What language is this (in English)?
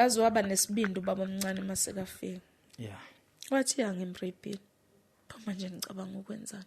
Zulu